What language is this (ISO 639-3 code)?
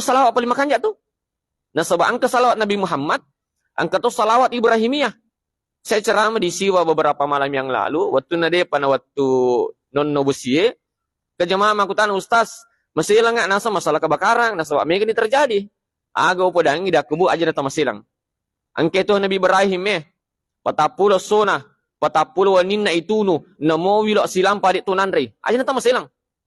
bug